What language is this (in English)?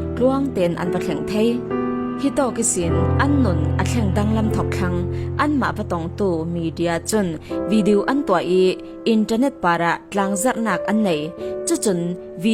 Falam Chin